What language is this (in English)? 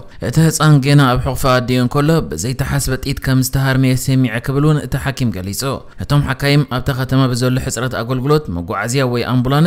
Tigrinya